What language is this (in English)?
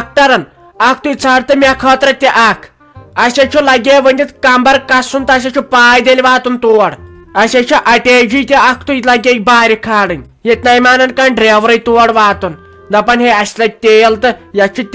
Kashmiri